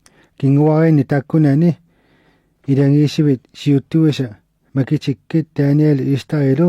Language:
Kalaallisut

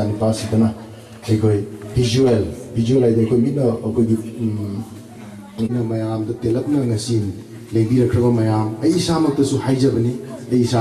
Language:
Manipuri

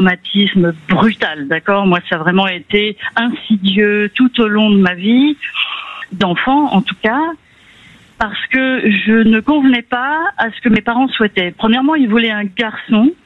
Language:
French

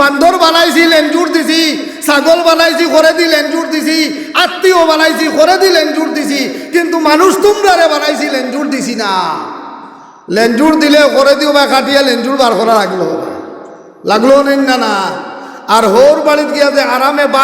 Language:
Sylheti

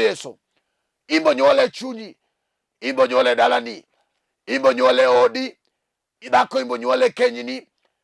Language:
Luo (Kenya and Tanzania)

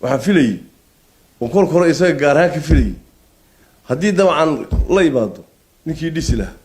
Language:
Somali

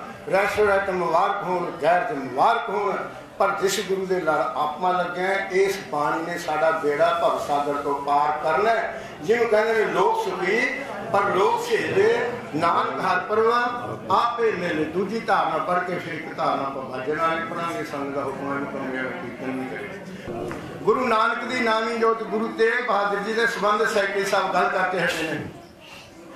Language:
Punjabi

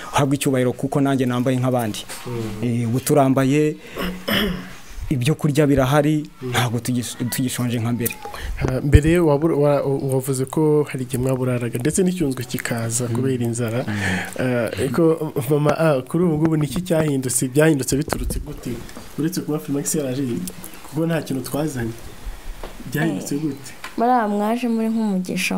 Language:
Kinyarwanda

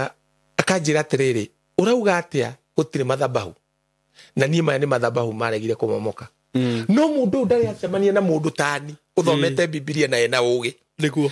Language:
Kikuyu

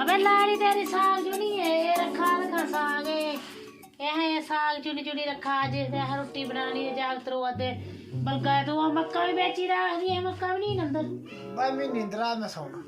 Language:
Dogri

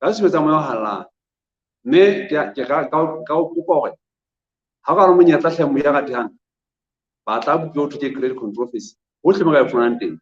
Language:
Southern Sotho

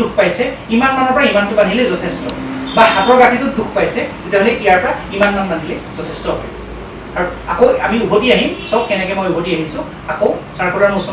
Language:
Assamese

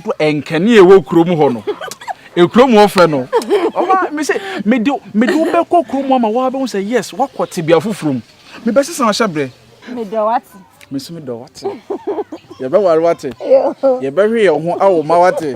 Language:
Akan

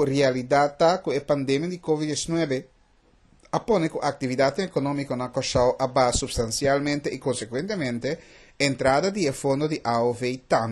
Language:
Papiamento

